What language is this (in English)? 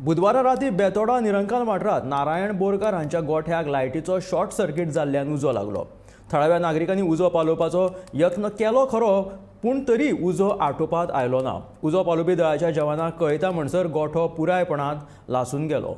Konkani